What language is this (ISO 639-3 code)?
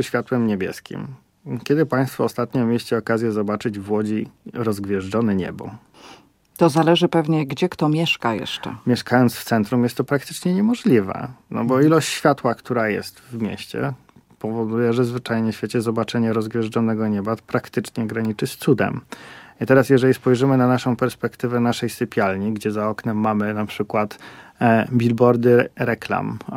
pol